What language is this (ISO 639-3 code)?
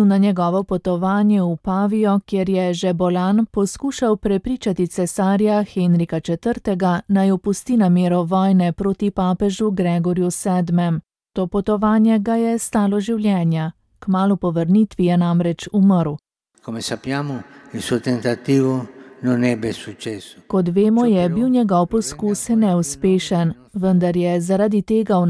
slv